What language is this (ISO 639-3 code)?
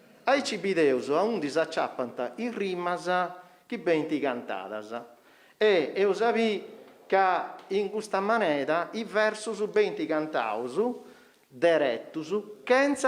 srd